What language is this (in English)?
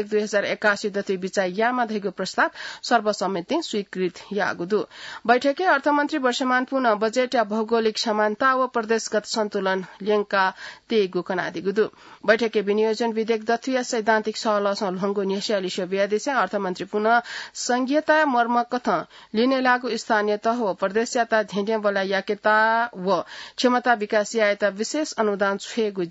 Newari